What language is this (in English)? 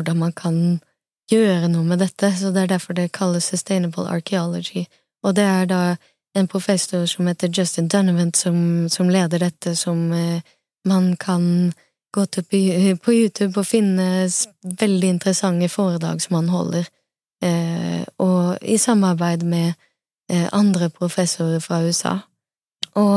Norwegian